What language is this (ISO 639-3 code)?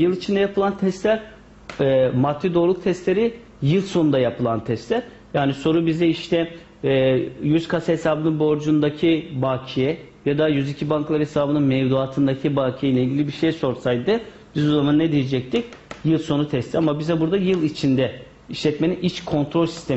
tur